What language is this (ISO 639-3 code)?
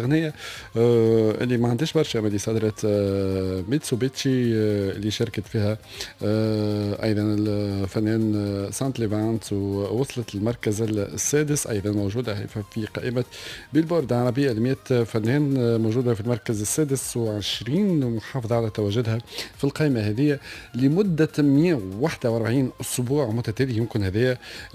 aeb